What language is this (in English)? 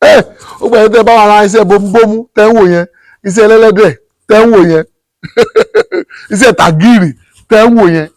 Yoruba